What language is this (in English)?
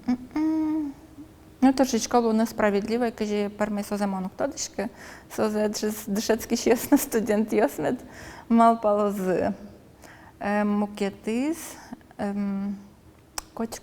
Udmurt